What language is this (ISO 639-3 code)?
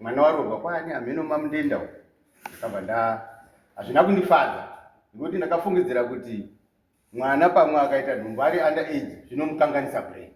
sna